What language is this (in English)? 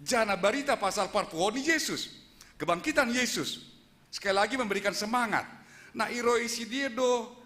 Batak Simalungun